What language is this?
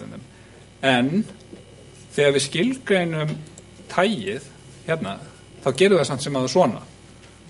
Icelandic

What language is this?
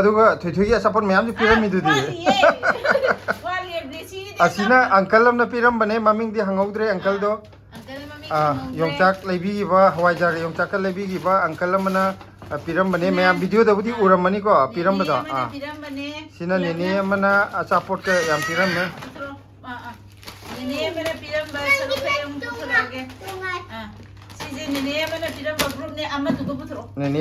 Manipuri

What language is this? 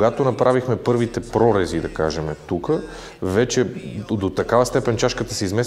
Bulgarian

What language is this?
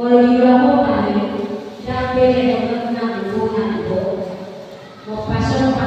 Batak Toba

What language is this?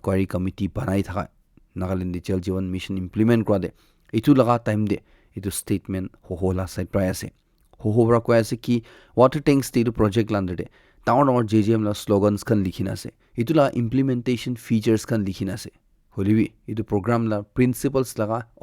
Naga Pidgin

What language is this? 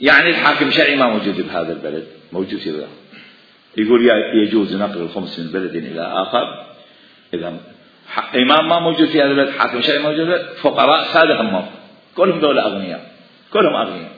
Mesopotamian Arabic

